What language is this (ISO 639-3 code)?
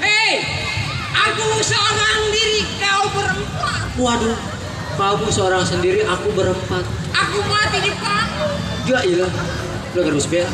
bew